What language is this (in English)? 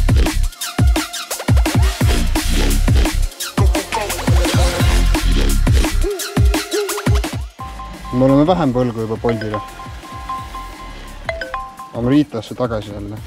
Estonian